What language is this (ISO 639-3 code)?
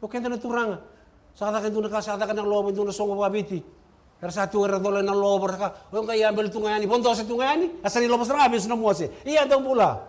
fij